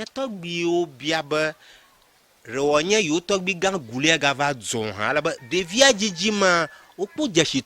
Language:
Ewe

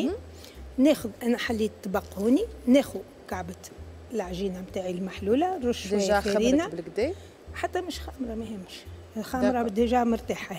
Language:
Tunisian Arabic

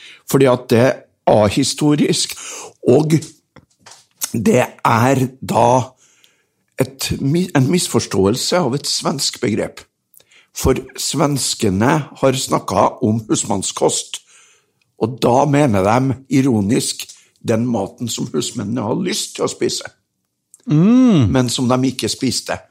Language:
Norwegian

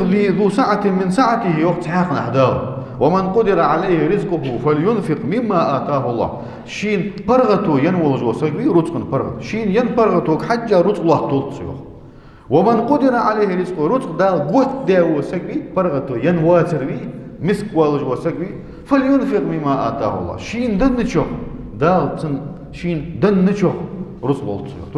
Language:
Ingush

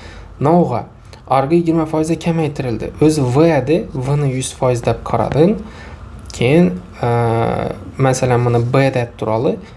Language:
Uzbek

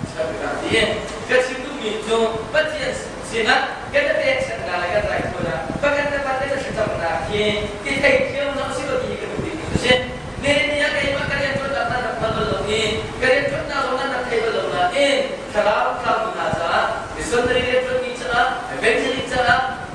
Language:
Hakha Chin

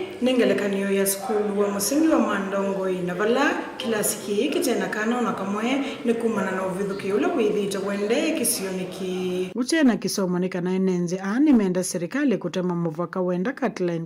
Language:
Kamba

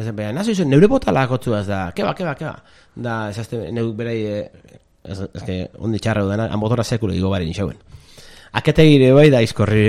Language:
Basque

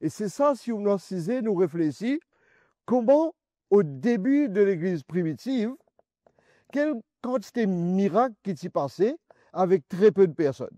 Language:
Morisyen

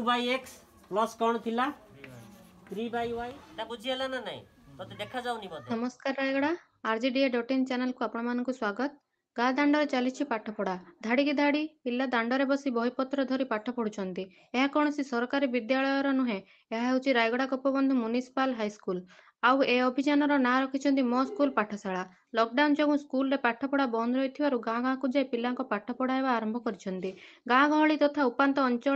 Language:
Odia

